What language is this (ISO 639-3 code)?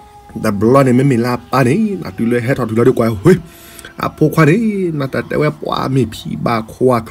ksw